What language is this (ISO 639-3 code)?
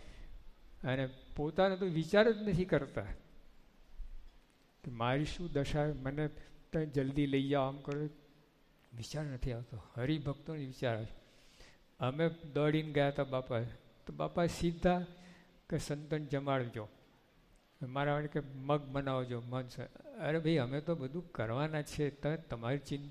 guj